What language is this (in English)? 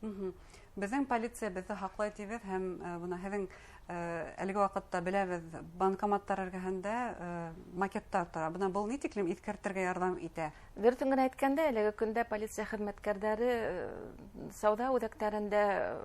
Bashkir